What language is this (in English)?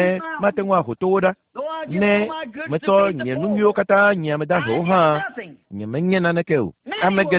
Ewe